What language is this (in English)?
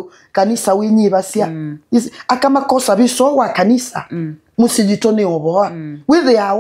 Kamba